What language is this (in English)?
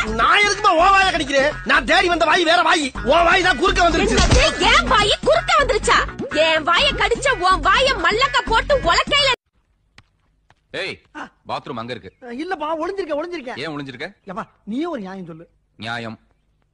Tamil